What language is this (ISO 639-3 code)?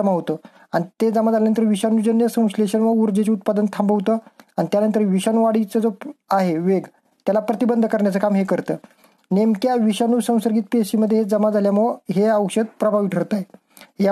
mar